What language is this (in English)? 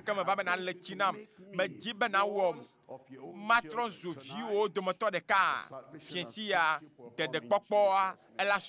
Ewe